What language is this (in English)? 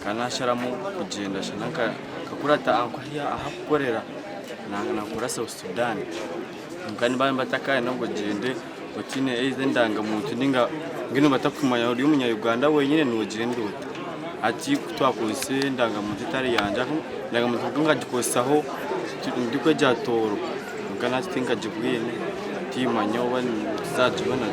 Nyankole